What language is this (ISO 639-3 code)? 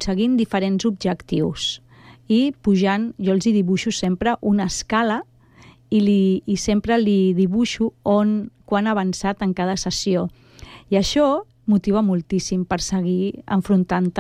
cat